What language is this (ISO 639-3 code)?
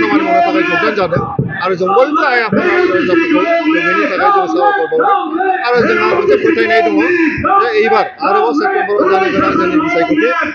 brx